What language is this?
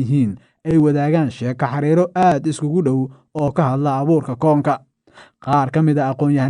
Somali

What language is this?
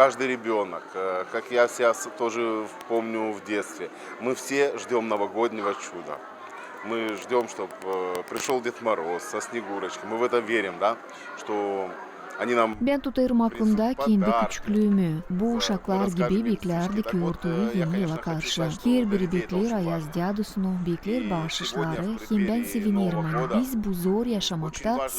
Gagauz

